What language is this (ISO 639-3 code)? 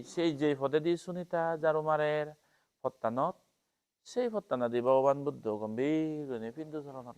ccp